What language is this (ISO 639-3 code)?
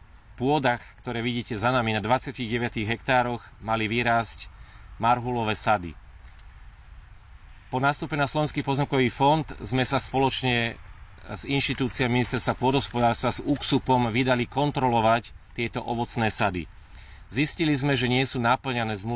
slk